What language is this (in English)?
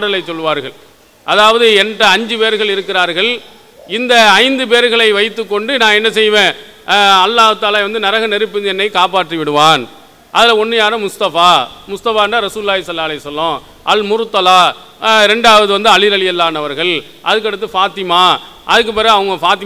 Tamil